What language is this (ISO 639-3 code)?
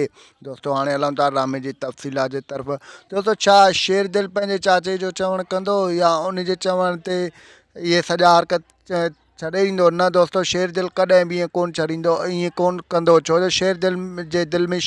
snd